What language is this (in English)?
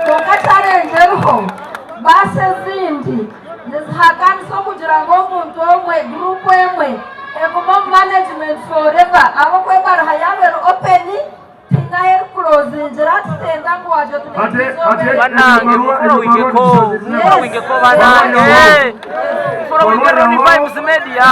Nyankole